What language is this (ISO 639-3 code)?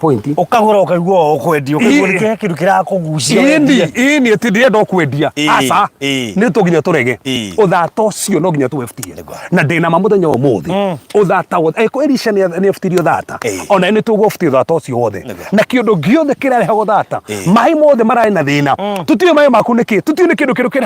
kik